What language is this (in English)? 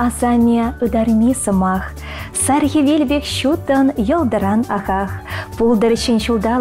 Chuvash